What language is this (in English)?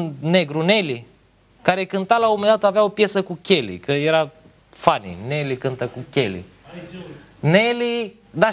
Romanian